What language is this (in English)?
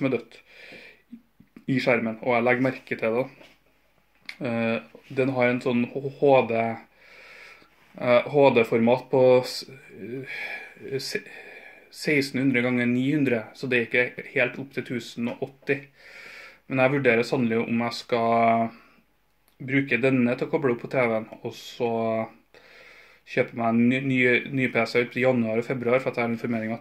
Norwegian